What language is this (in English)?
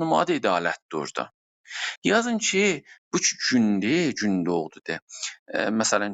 South Azerbaijani